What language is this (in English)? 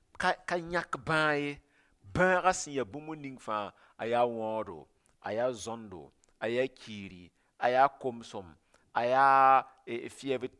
Mossi